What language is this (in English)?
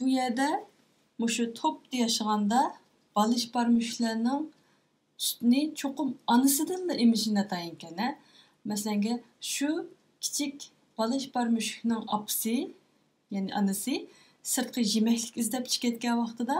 Uyghur